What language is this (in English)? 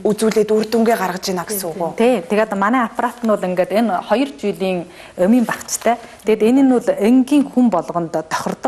Mongolian